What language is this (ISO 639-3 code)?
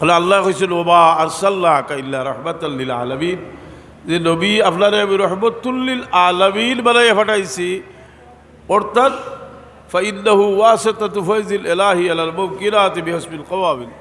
syl